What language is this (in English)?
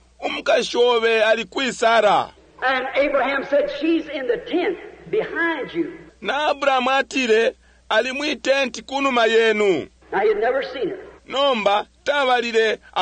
Bemba